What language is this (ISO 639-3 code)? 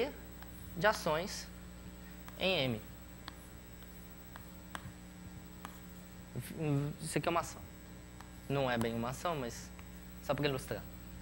por